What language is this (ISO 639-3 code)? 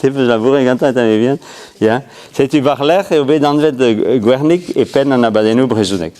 bre